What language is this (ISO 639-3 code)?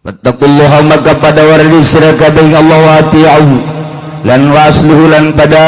sun